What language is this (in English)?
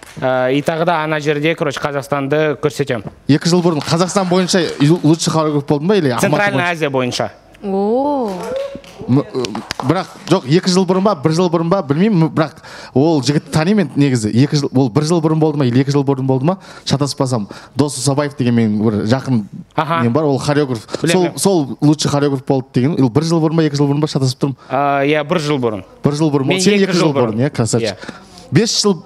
Kazakh